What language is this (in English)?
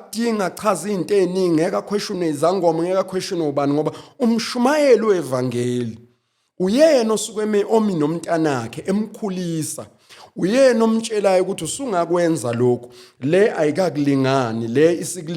Zulu